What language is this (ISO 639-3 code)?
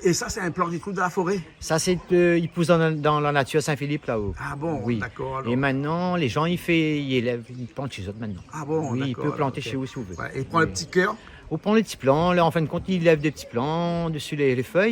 rcf